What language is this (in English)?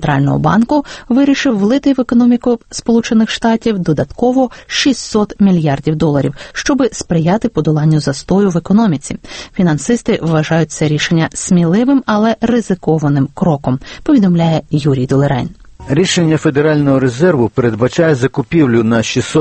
Ukrainian